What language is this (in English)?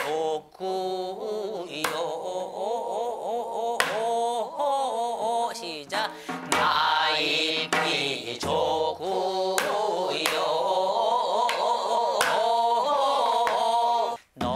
Korean